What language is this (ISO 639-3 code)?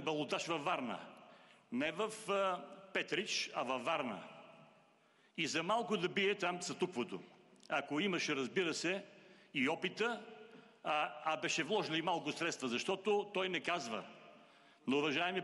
bul